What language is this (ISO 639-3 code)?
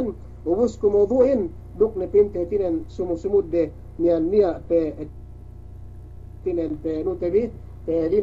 yka